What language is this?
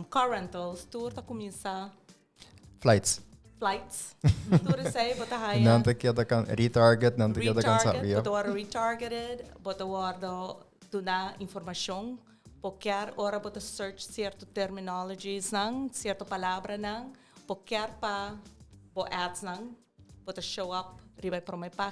Papiamento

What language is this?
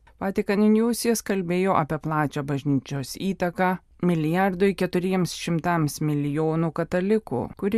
Lithuanian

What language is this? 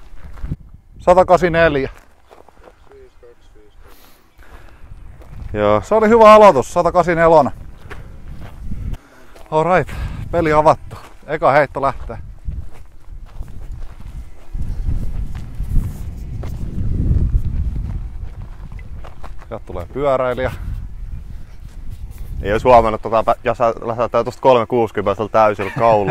Finnish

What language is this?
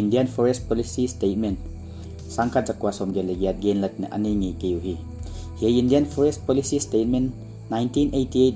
Paite Chin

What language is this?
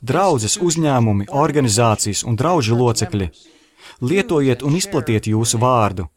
Latvian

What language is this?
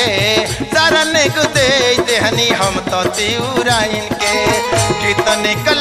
Bhojpuri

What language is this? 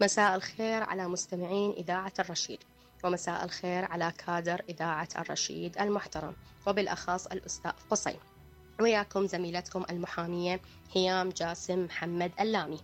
Mesopotamian Arabic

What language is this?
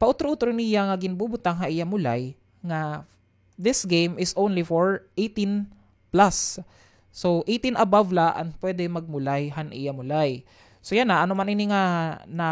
Waray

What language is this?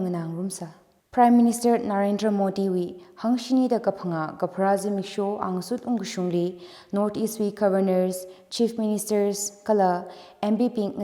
Tangkhul Naga (India)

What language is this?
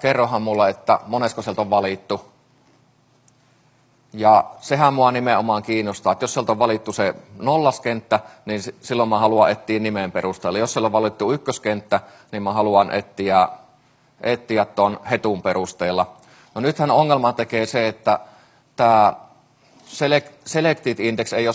Finnish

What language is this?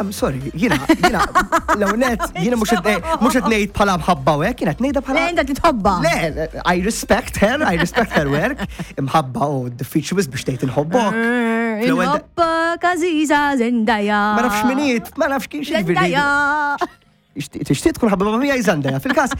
Maltese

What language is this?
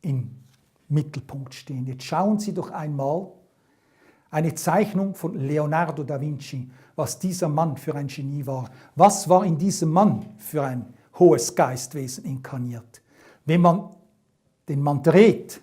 Swiss German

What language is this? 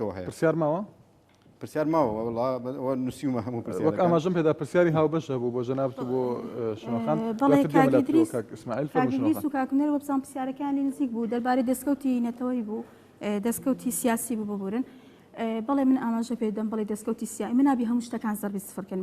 Central Kurdish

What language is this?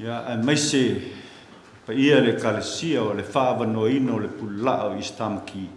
Samoan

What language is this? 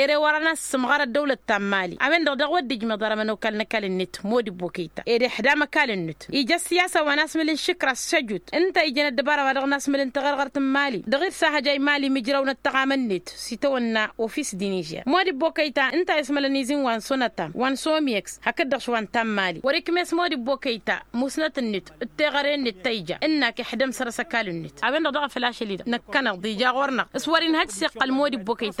Tamasheq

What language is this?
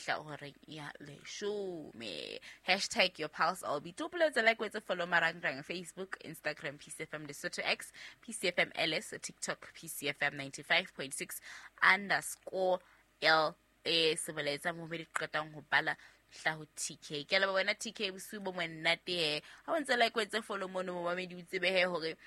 Southern Sotho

